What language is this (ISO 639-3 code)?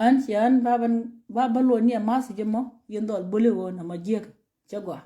nus